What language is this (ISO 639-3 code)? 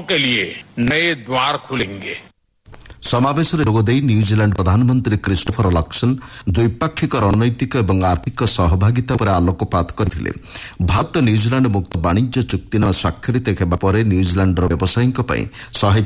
ori